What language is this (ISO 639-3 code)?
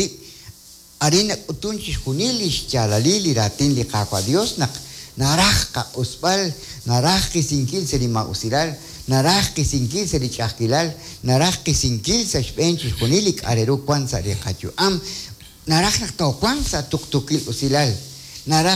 kek